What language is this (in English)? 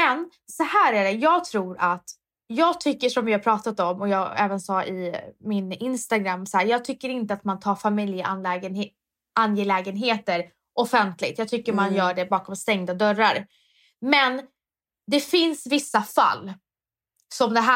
Swedish